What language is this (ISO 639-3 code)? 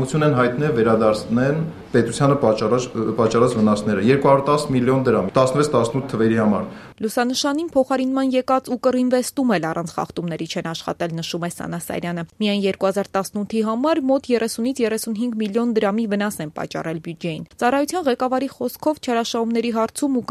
hye